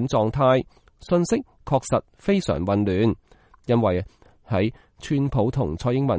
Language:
Cantonese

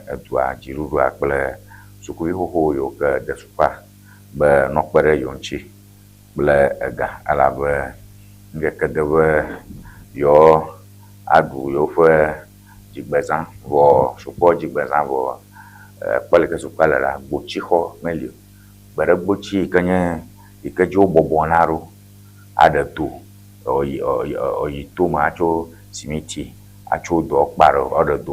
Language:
Ewe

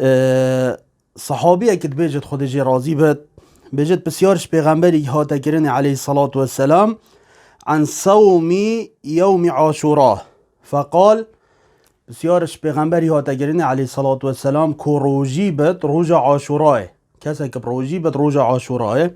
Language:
Kurdish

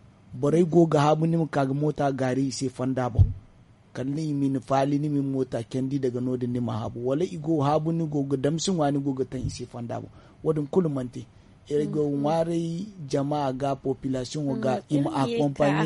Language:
Zarma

